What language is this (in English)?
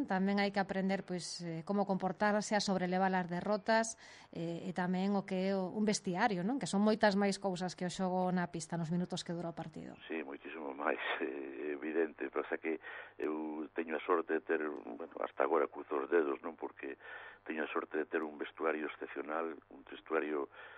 Galician